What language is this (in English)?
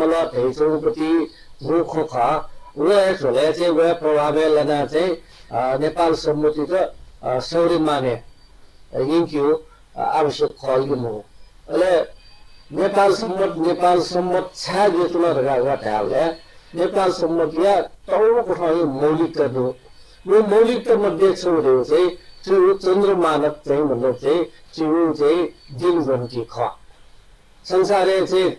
Newari